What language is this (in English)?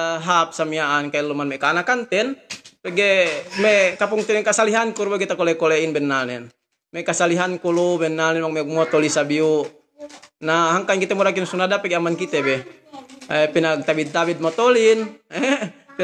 Yakan